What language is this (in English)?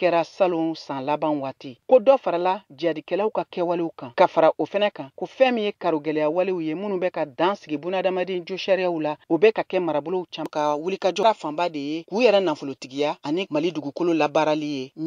Bambara